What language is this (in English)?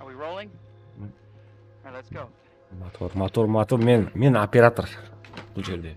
Kara-Kalpak